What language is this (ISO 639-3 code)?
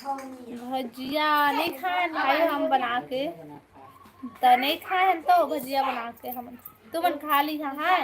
hne